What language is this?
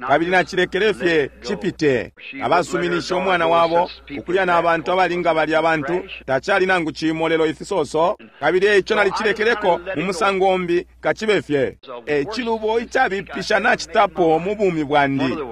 Bemba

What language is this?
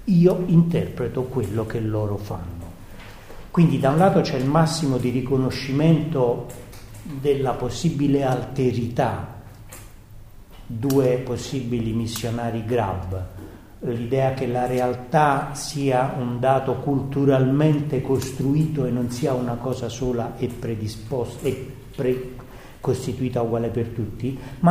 Italian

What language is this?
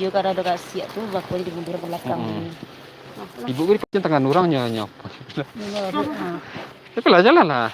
Minangkabau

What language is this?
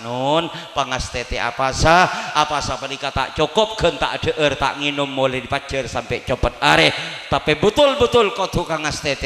Madurese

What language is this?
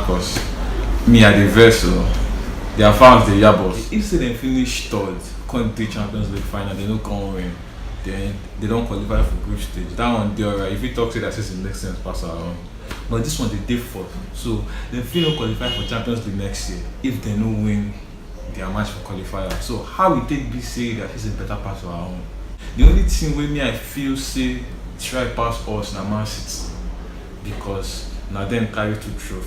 Nigerian Pidgin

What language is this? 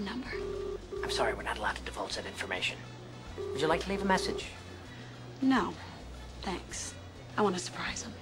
English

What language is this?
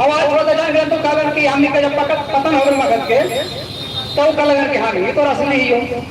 Magahi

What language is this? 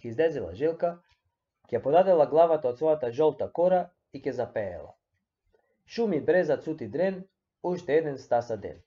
Macedonian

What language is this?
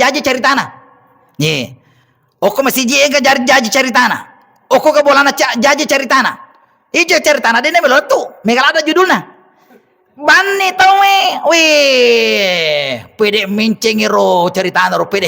Buginese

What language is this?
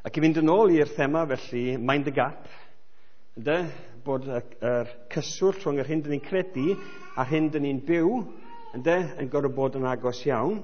Welsh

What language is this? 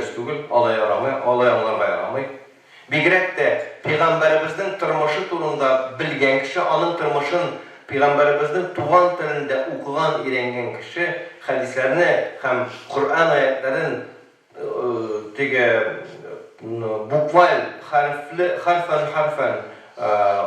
Tatar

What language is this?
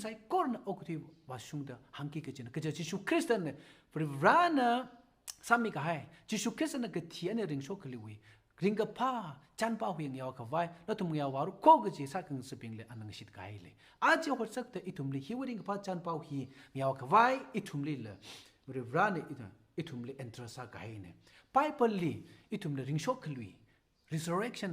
Tangkhul Naga (India)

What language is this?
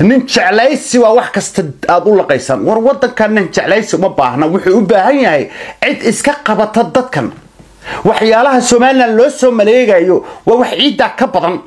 Somali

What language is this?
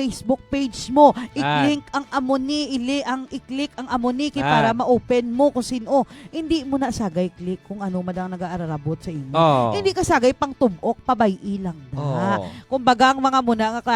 Hiligaynon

